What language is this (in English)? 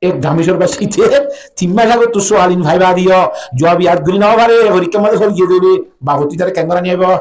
Rohingya